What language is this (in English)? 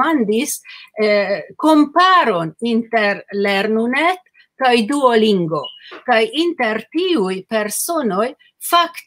Esperanto